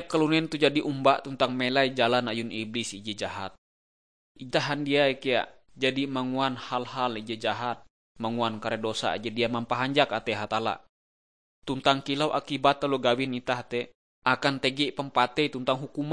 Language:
Ngaju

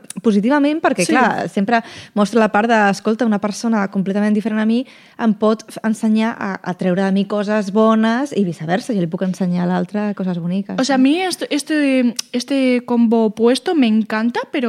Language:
Catalan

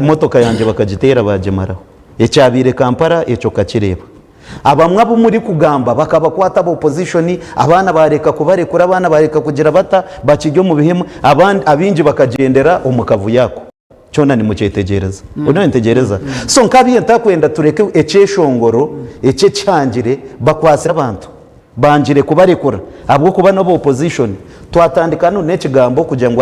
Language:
Nyankole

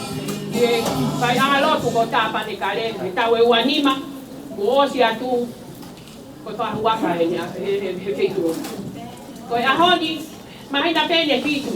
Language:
Tongan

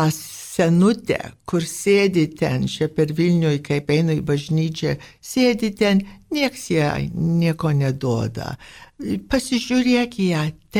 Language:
Lithuanian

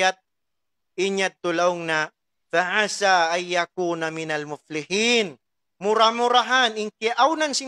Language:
Tausug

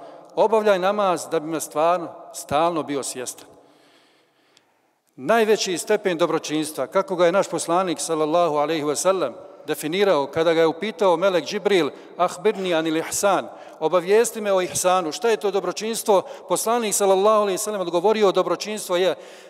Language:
Bosnian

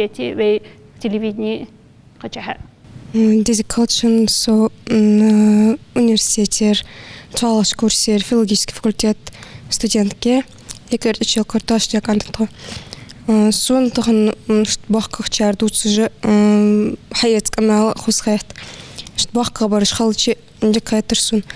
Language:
Ingush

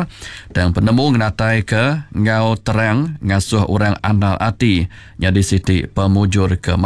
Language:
Iban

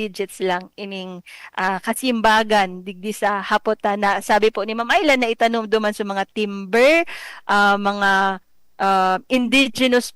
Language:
Bikol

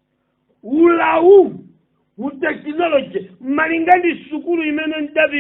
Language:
Nyanja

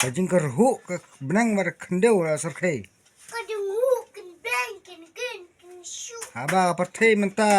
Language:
Khasi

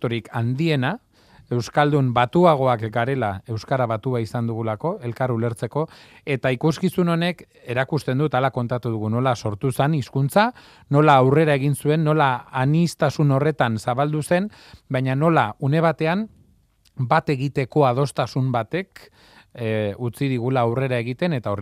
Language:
Basque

